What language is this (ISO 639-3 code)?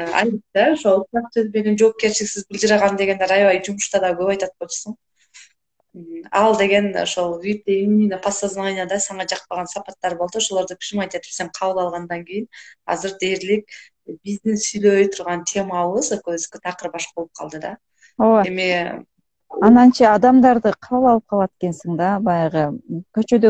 kir